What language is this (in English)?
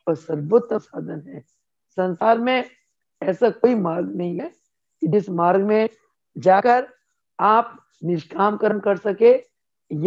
Hindi